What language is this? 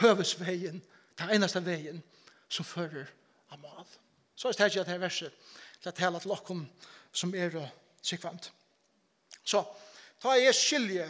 Faroese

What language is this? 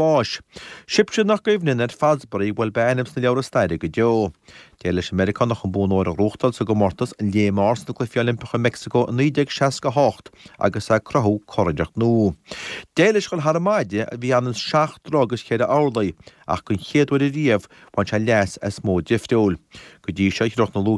Irish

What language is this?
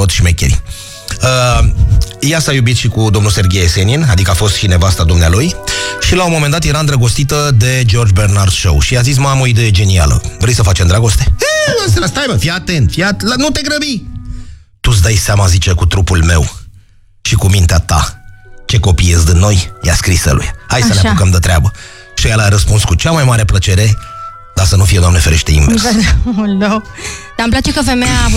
Romanian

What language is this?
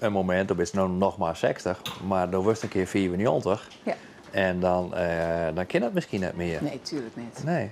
Western Frisian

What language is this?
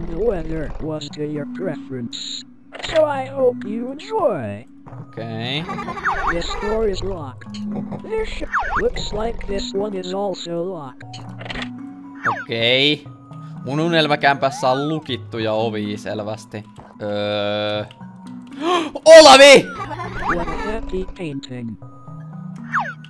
Finnish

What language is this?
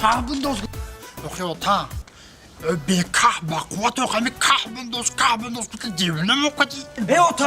Tajik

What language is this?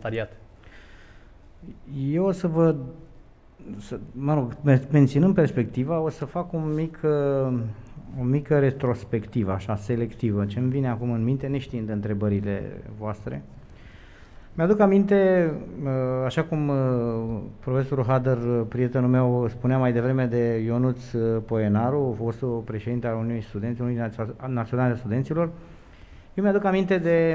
Romanian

